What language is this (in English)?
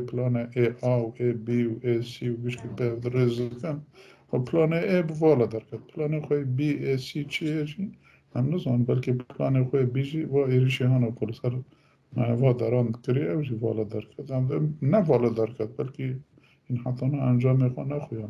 Kurdish